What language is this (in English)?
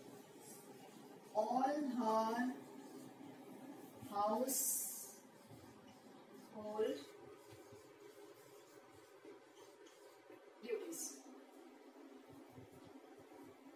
Gujarati